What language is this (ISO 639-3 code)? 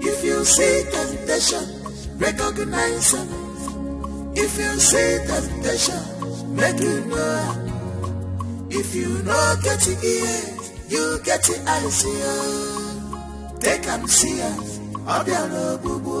pcm